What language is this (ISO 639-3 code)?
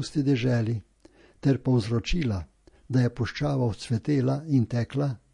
slv